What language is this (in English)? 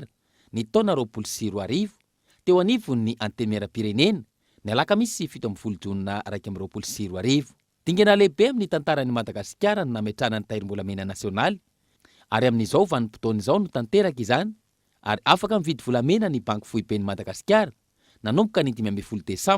Malagasy